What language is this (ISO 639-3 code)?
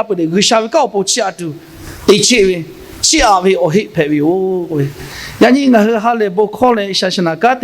lhu